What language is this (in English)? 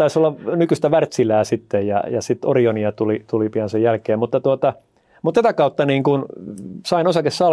Finnish